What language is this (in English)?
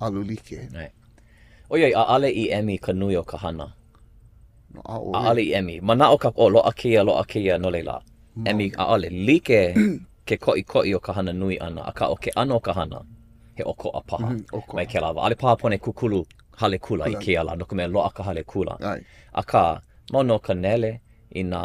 Hawaiian